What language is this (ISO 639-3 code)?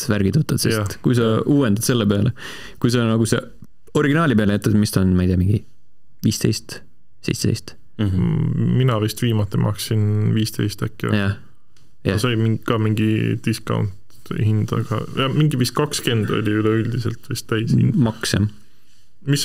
est